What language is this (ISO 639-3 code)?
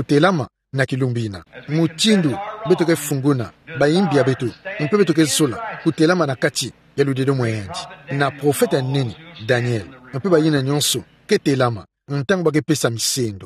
ktu